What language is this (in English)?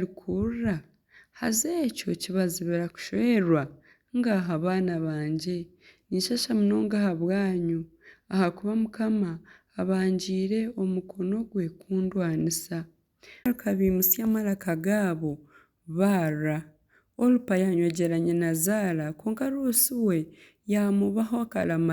Nyankole